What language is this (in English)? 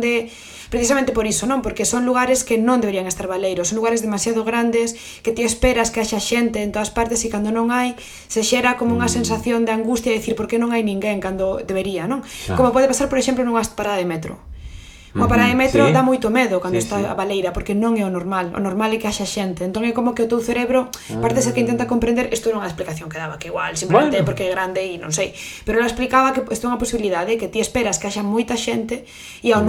Galician